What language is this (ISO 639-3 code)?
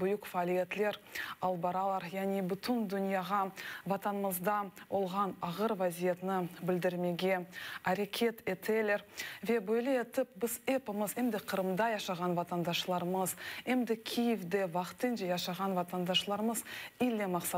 crh